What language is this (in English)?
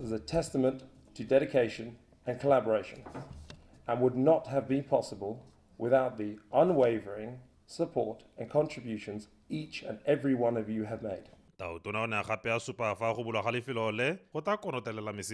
Tswana